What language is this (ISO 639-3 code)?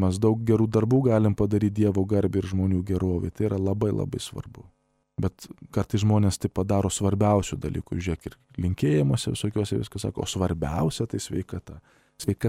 lit